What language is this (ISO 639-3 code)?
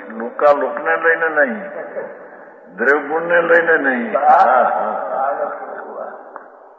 guj